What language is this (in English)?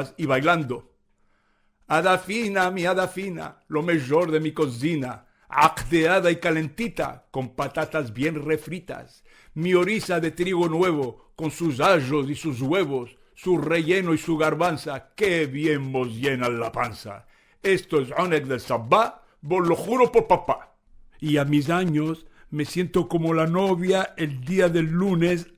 Ladino